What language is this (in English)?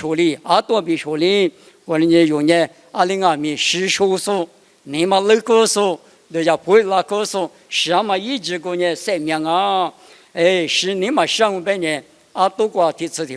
Lisu